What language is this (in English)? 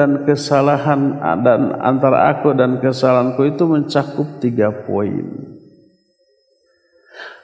Indonesian